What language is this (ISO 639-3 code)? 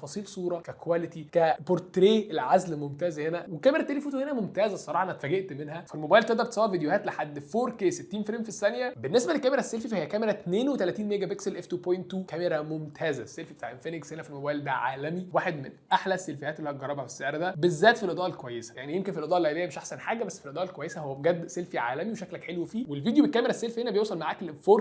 arz